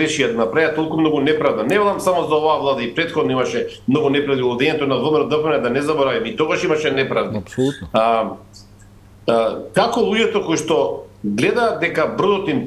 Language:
Macedonian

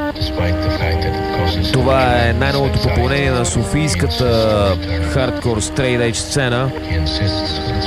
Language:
Bulgarian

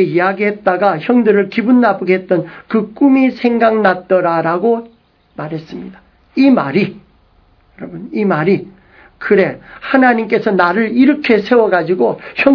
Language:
Korean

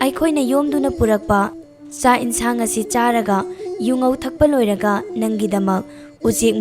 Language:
Manipuri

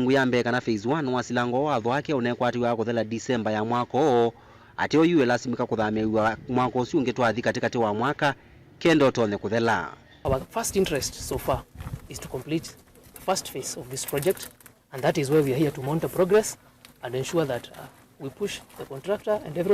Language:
Kamba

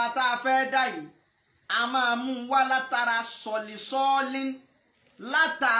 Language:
Yoruba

